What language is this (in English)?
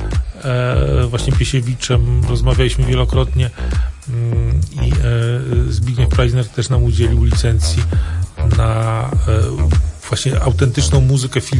Polish